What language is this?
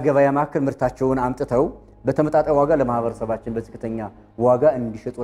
Amharic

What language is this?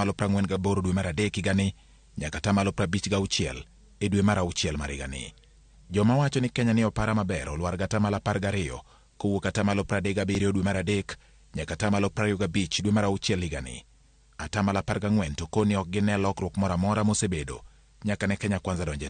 Luo (Kenya and Tanzania)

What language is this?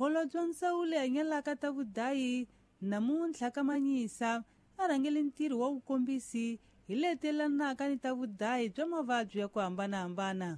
Tsonga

